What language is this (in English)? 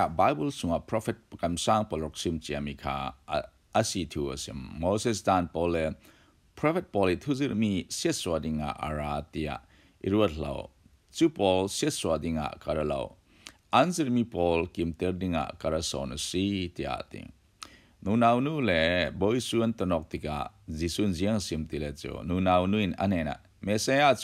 Falam Chin